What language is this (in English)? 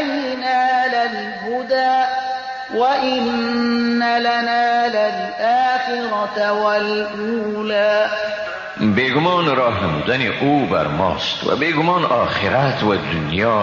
Persian